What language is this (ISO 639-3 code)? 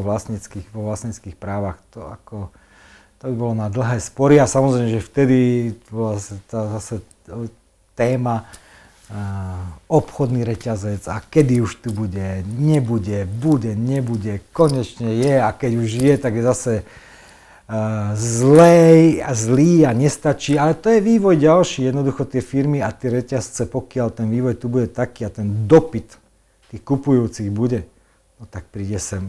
slk